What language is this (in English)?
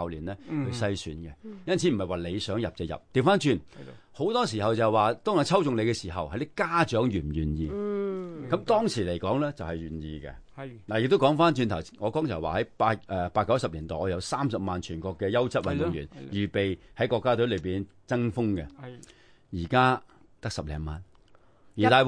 Cantonese